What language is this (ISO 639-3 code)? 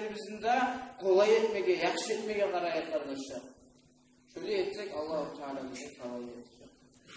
kum